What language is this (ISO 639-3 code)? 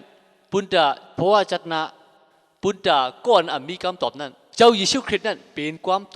shn